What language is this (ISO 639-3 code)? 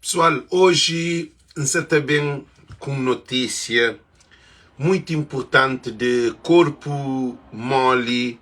kea